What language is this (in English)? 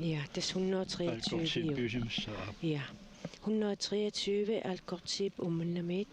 Kalaallisut